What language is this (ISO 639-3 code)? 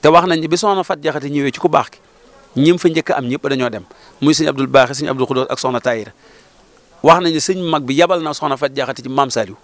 wol